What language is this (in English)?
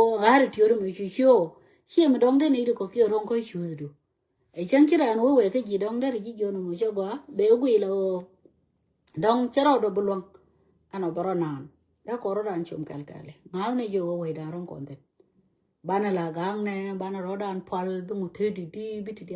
Nuer